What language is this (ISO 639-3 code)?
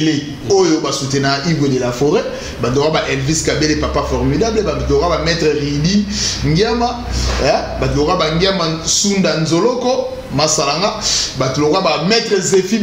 lin